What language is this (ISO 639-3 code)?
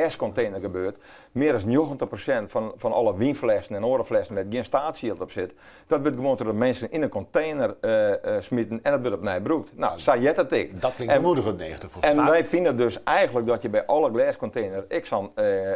fry